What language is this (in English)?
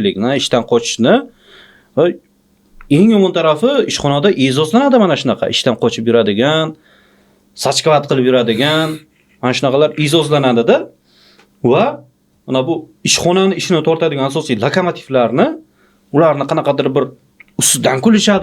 Uzbek